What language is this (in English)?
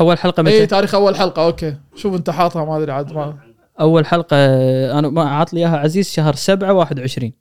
Gulf Arabic